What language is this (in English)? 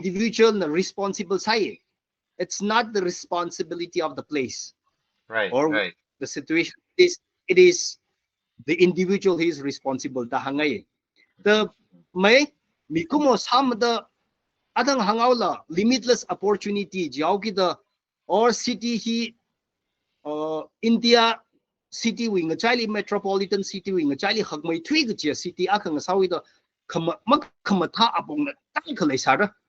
Tangkhul Naga (India)